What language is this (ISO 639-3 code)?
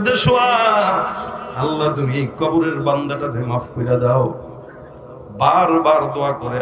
ben